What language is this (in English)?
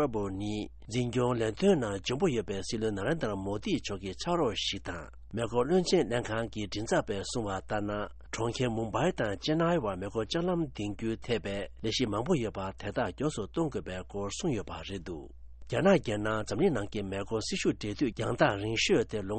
Tibetan